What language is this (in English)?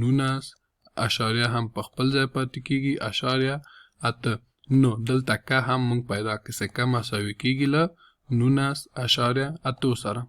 Pashto